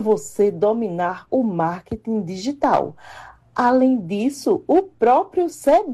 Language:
Portuguese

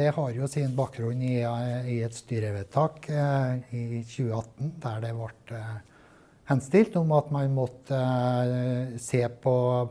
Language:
Norwegian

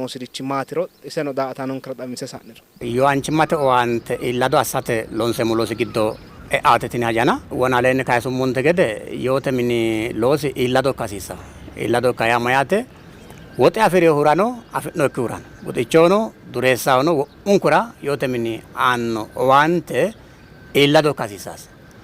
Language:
Sidamo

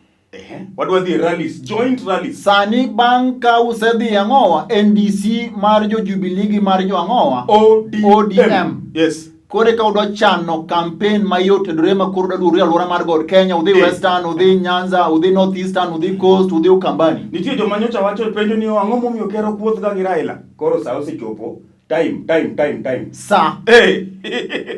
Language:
Luo (Kenya and Tanzania)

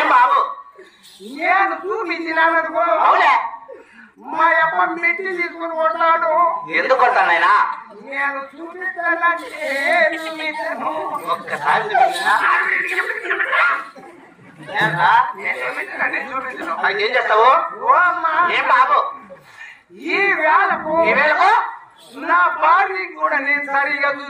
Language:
Telugu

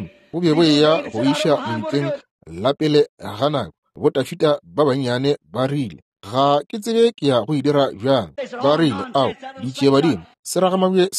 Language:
Northern Sotho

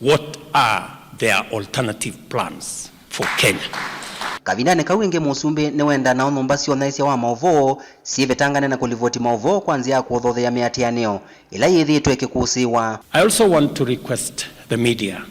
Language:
Kamba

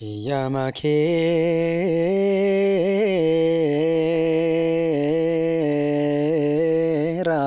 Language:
Oromo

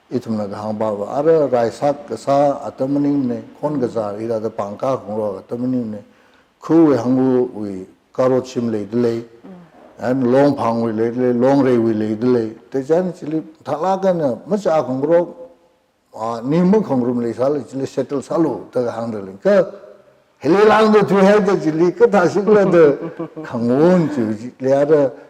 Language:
Tangkhul Naga (India)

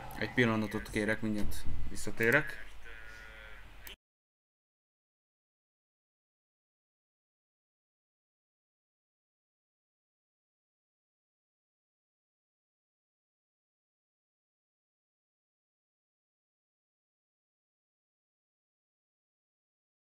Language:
Hungarian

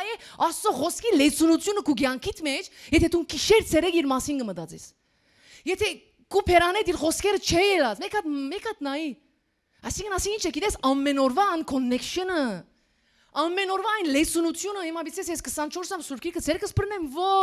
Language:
Western Armenian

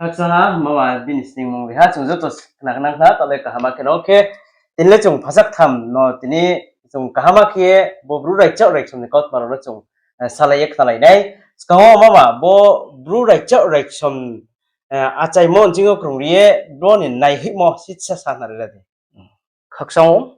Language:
Riang (India)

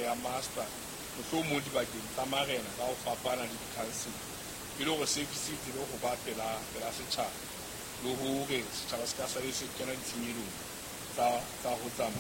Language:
Southern Sotho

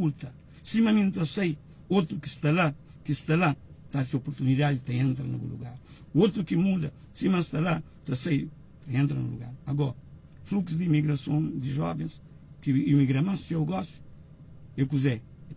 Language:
Kabuverdianu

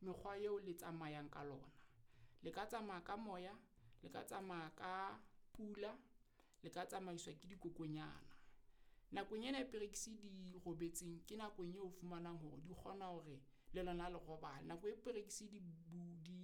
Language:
Southern Sotho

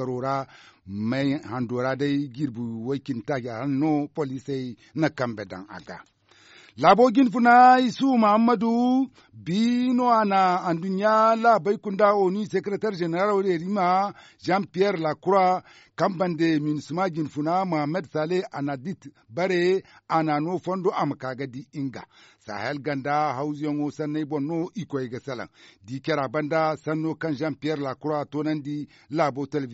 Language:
Zarma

